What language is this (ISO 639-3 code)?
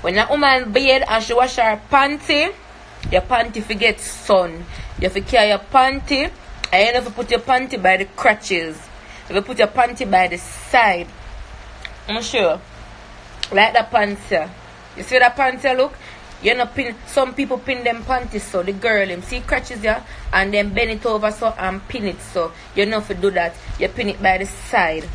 jam